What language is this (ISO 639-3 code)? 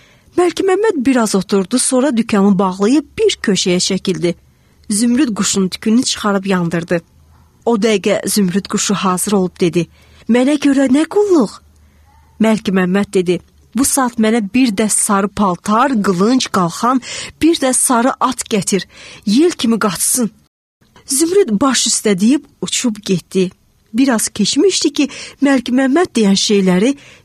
aze